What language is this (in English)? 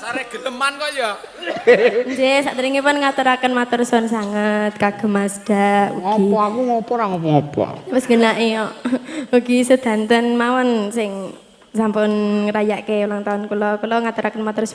Javanese